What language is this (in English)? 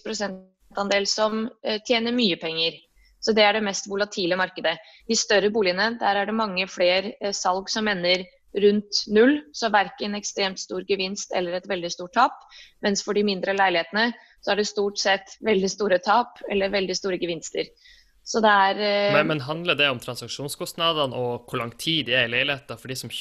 Norwegian